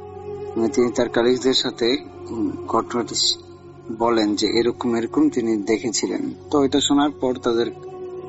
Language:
Bangla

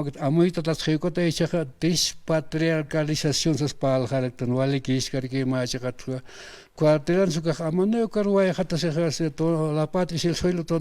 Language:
Aymara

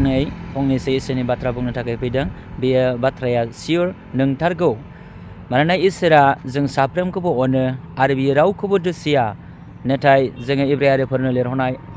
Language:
Bodo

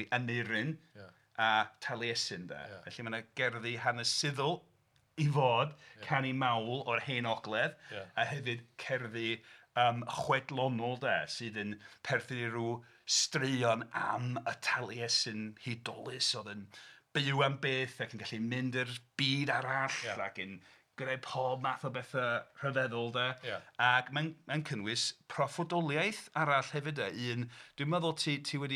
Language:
Welsh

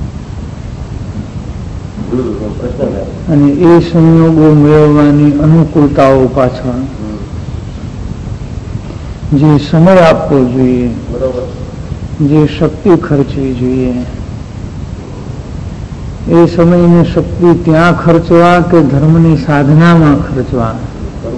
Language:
Gujarati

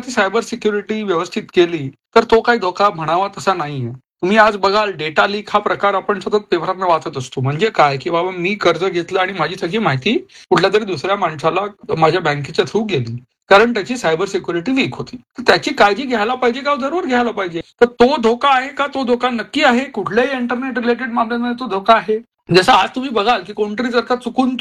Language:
Marathi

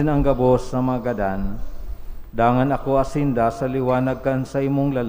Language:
Bikol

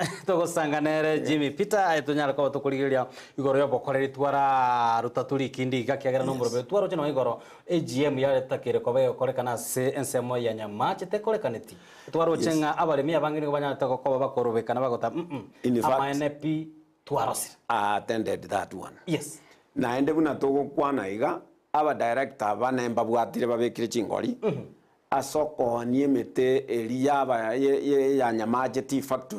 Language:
Gusii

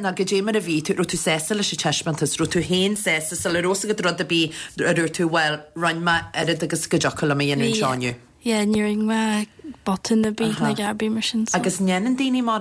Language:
Irish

